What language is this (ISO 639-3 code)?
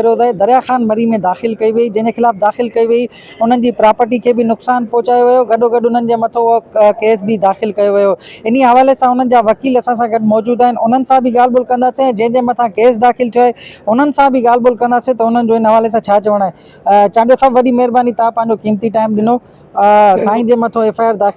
snd